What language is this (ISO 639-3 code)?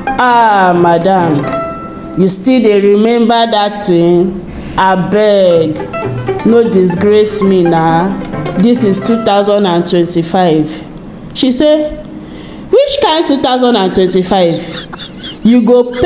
pcm